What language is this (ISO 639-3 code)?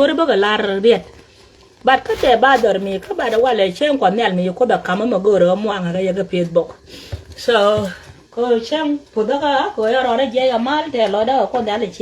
nus